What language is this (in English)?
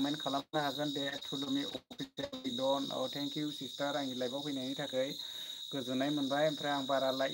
Bodo